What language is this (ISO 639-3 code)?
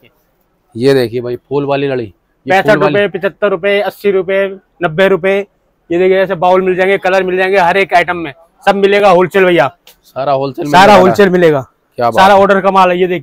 hin